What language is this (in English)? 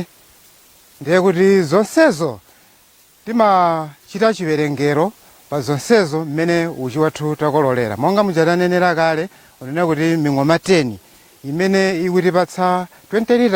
Nyanja